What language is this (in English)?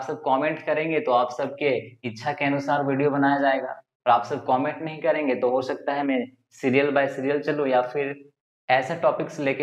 Hindi